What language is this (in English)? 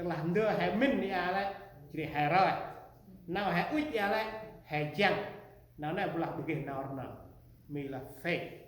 Central Mnong